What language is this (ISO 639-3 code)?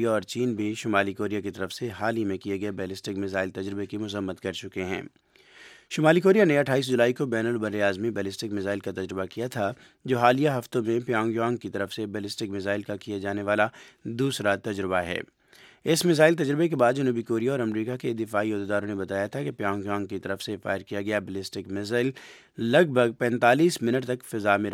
urd